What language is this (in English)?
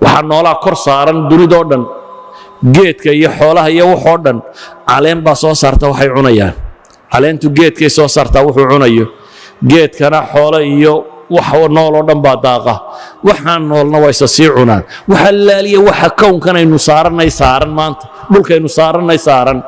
Somali